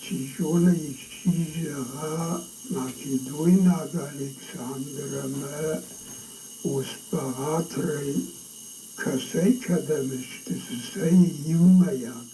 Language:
Ossetic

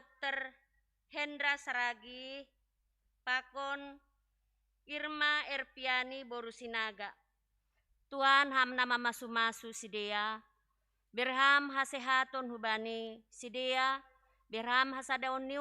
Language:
Batak Simalungun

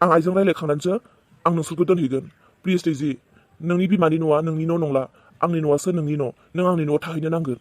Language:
Bodo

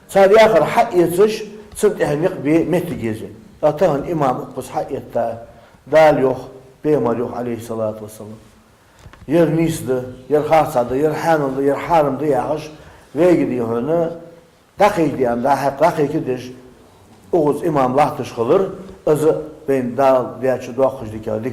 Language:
Ingush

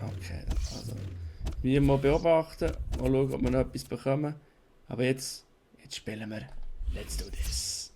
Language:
Swiss German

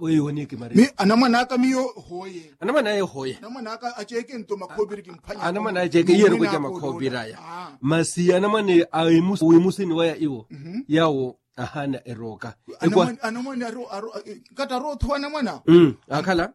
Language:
Makhuwa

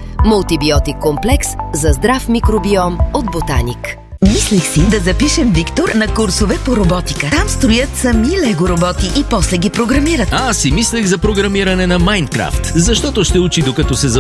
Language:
Bulgarian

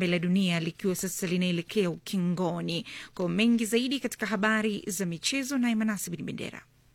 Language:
Swahili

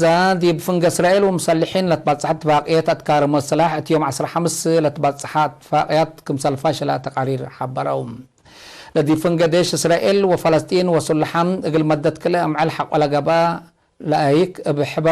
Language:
Tigre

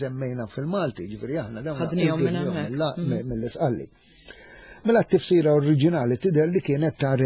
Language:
Maltese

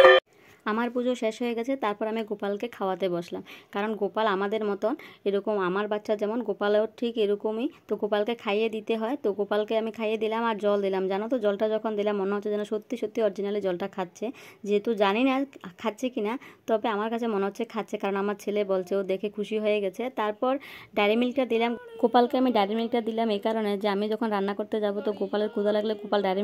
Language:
Bangla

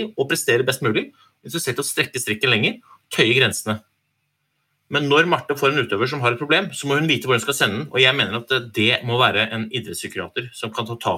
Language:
Norwegian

